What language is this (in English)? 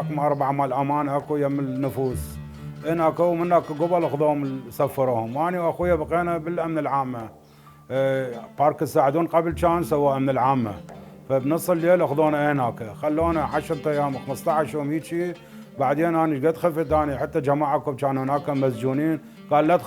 Mesopotamian Arabic